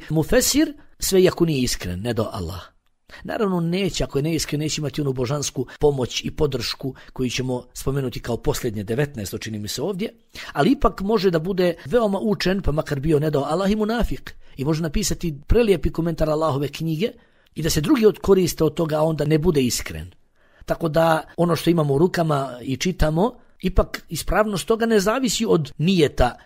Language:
Bosnian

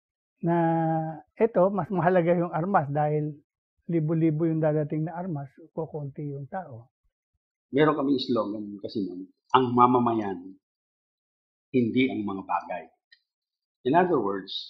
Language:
Filipino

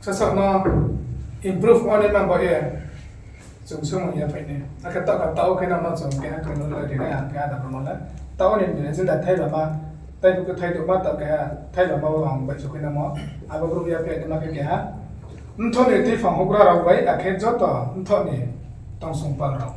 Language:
Riang (India)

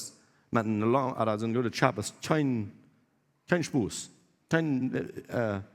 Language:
Plautdietsch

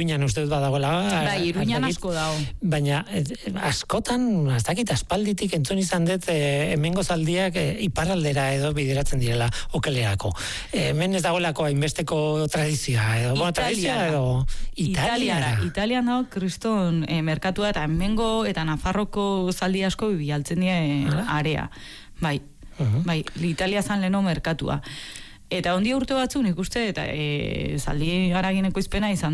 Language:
Basque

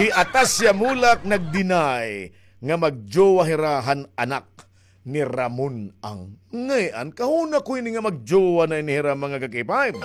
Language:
Waray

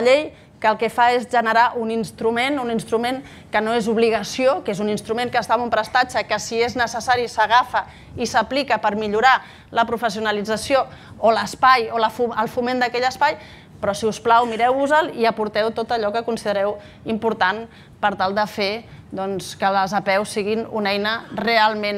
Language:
Catalan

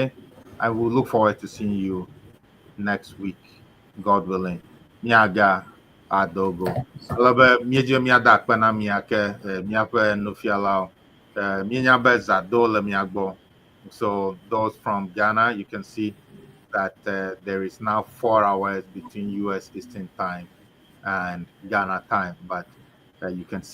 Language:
Ewe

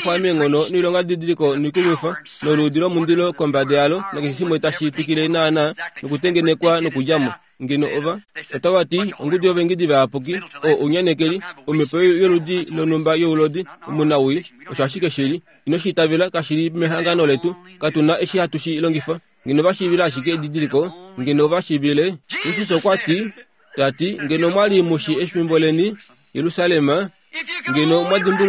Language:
Kuanyama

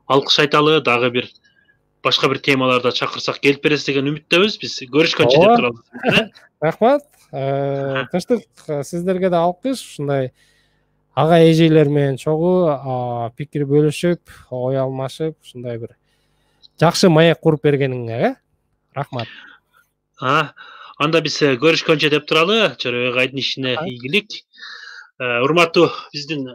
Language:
Kyrgyz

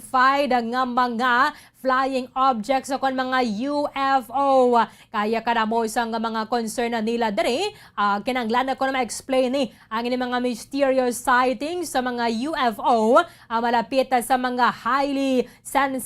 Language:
Hiligaynon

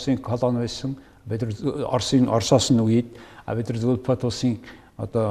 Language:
Mongolian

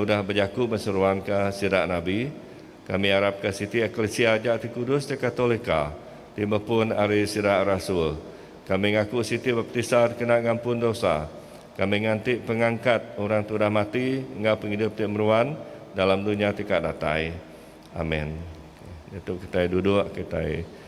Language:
Iban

